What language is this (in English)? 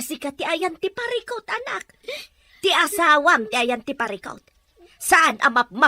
Iloko